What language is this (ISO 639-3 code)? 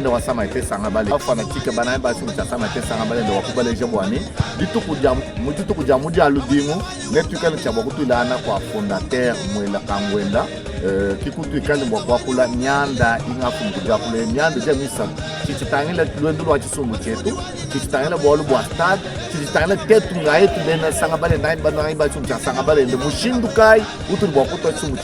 lua